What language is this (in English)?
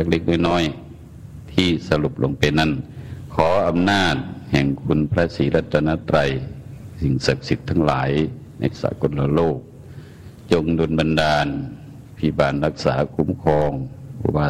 Thai